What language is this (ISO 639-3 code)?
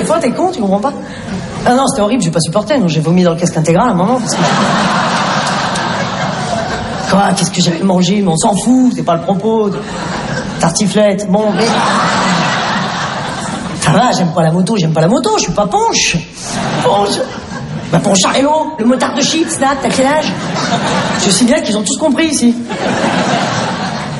fra